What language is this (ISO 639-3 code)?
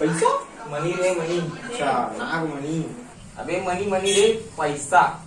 hne